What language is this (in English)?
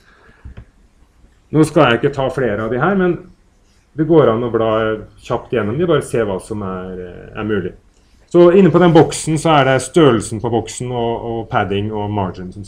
Norwegian